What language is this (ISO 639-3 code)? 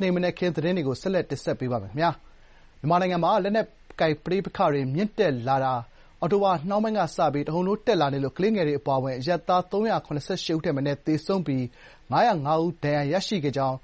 mya